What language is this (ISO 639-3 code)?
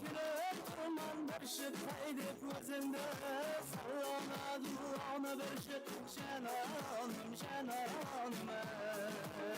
kaa